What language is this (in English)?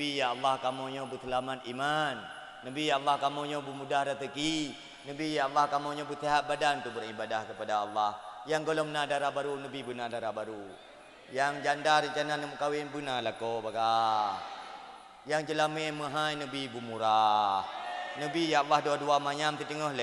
Achinese